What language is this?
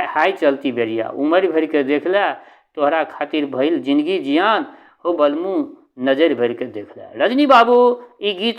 Maithili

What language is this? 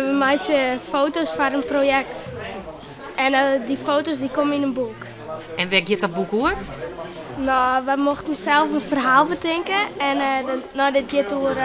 Western Frisian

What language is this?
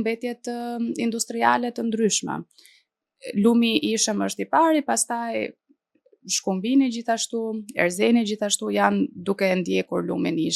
Albanian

